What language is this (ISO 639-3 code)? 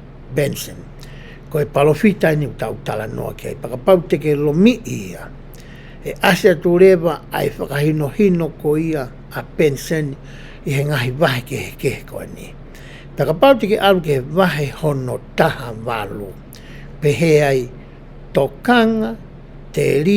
ton